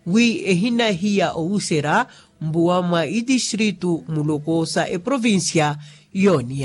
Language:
Makhuwa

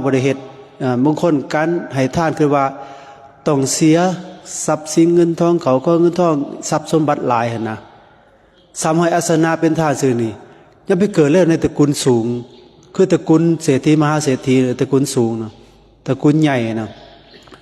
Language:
Lao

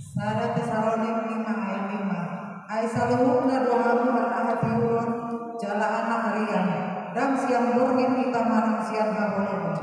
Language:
Batak Toba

